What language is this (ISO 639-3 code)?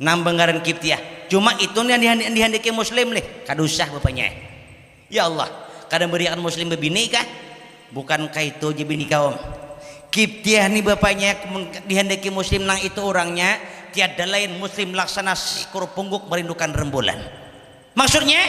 bjn